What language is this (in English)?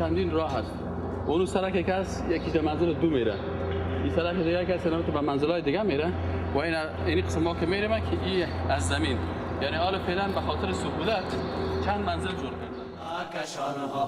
Persian